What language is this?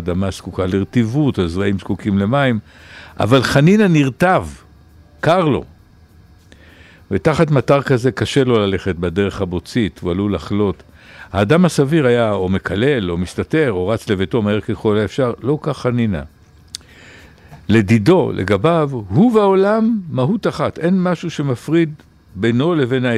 Hebrew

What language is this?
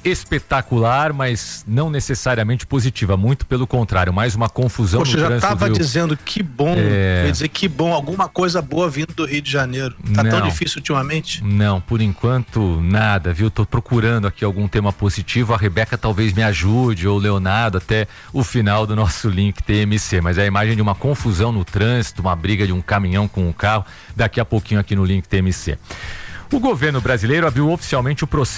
Portuguese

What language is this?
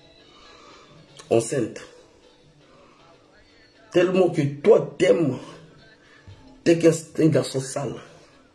French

